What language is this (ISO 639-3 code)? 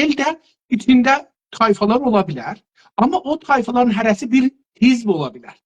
azb